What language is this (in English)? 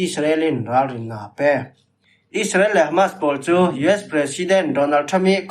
Falam Chin